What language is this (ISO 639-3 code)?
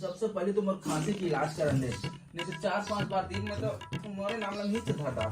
hne